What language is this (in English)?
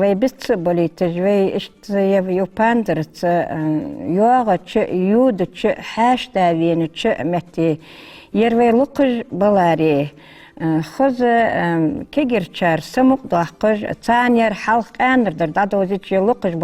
Ingush